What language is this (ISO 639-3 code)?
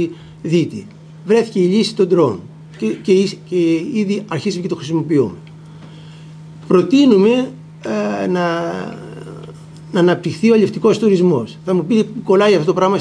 ell